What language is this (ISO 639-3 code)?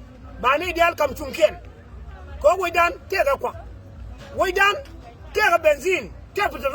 nus